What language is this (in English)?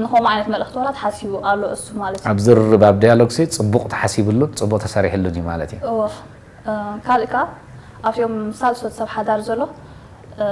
Tigrinya